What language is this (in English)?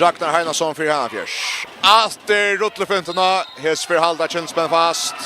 Faroese